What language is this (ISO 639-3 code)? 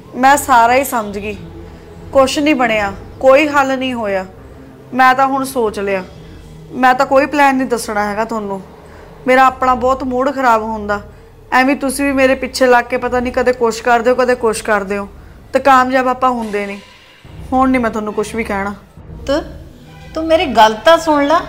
pan